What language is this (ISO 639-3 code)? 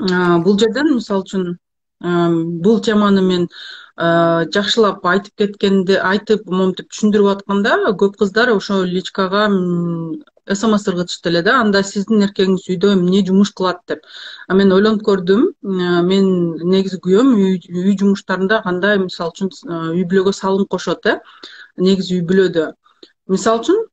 kir